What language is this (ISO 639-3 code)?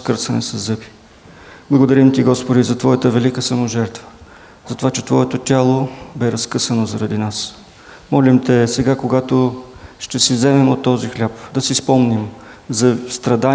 bul